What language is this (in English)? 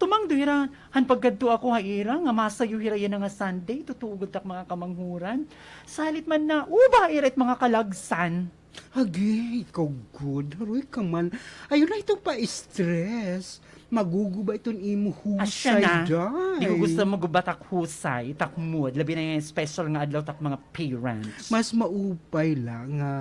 Waray